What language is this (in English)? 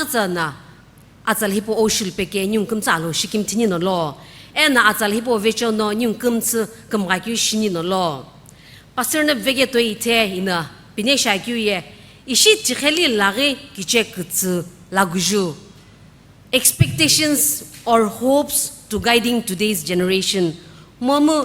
Sumi Naga